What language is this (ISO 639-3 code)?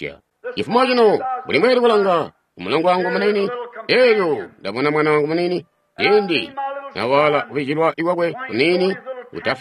toi